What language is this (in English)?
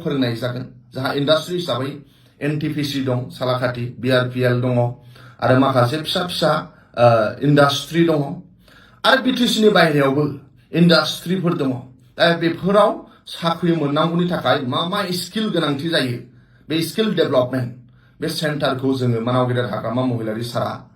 Bodo